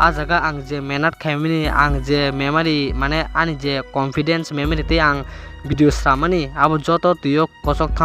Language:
Kok Borok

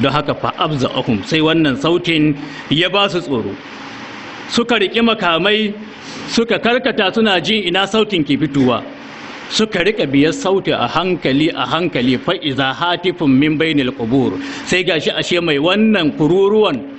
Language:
Hausa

